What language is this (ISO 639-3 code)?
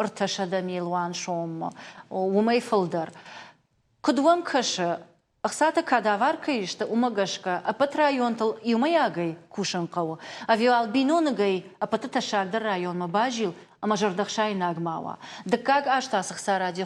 oss